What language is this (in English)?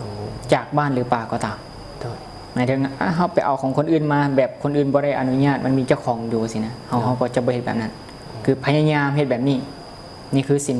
Lao